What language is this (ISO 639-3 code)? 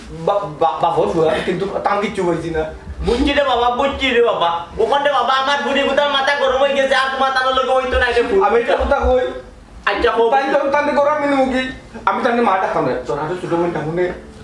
syl